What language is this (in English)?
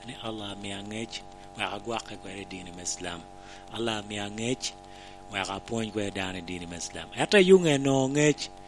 Lango (Uganda)